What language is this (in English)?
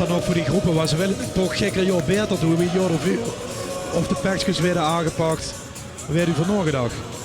Limburgish